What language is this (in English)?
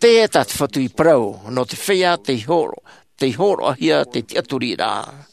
Tahitian